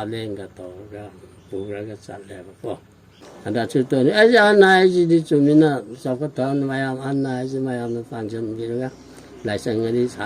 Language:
Manipuri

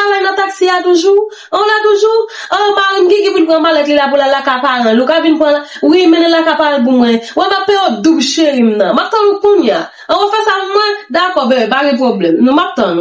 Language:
Haitian Creole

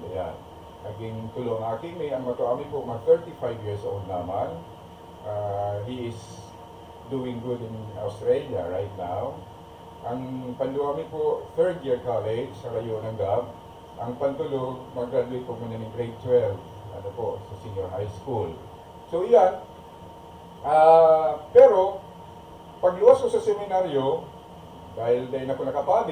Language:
Bikol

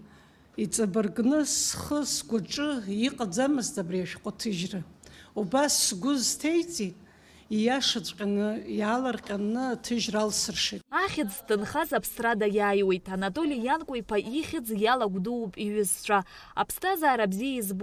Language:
Abkhazian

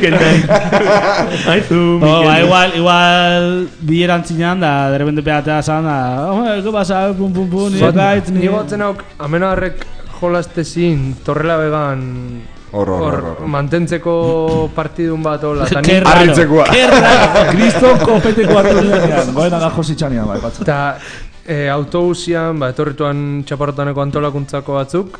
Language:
Basque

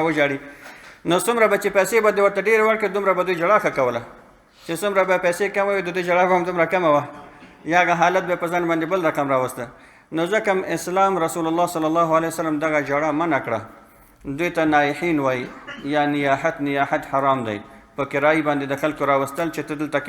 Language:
Pashto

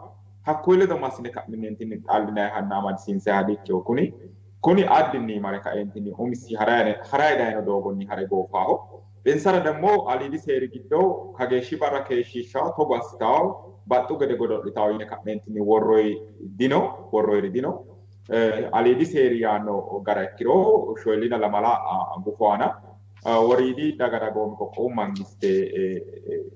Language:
Sidamo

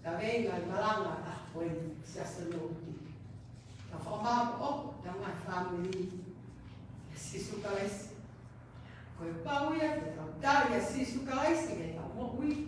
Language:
Tongan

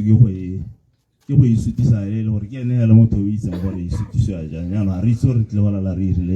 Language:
Tswana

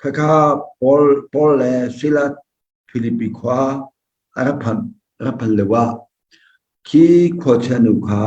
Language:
Hakha Chin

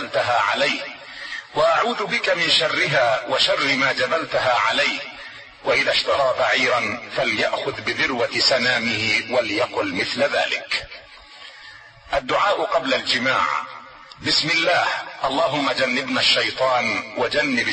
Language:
Arabic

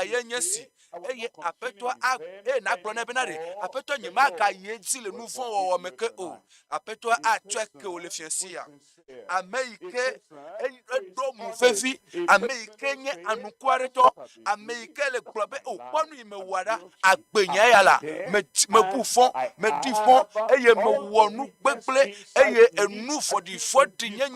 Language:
Ewe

